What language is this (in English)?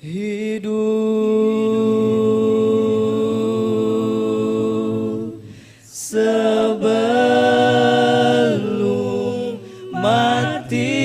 Banjar